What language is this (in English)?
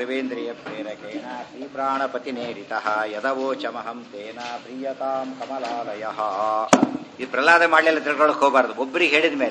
Kannada